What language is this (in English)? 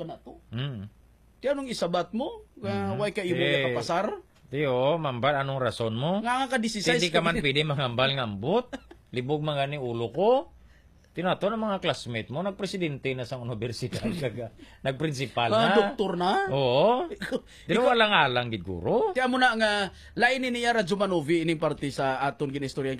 Hiligaynon